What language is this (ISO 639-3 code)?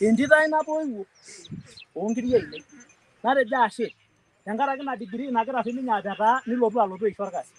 mas